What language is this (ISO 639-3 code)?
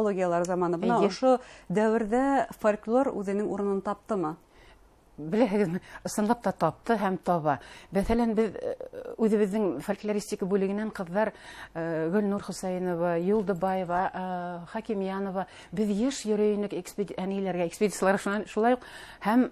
bak